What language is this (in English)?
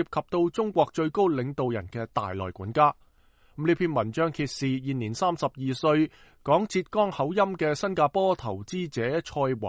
Cantonese